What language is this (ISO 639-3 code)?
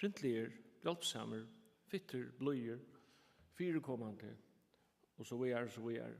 fao